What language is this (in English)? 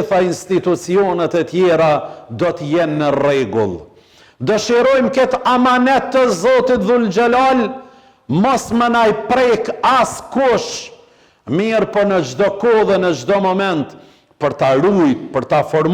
Albanian